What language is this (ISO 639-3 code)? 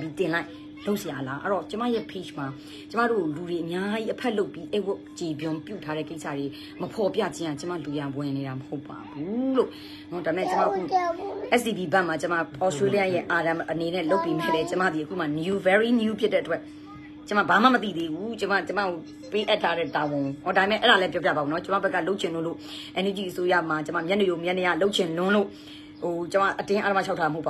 mya